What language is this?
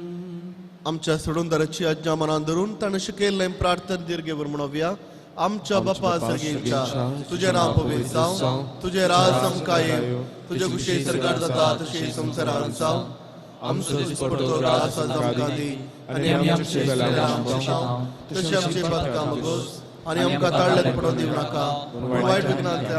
Konkani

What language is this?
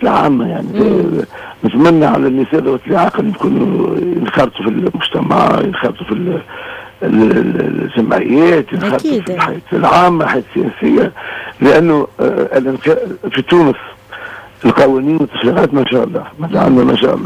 Tunisian Arabic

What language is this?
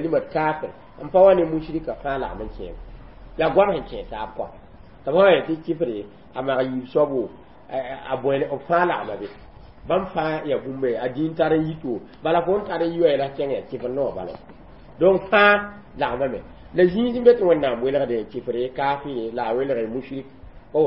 Mossi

